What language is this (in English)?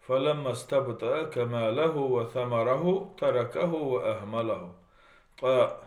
Chechen